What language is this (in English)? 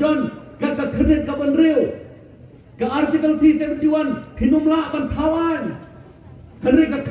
Khasi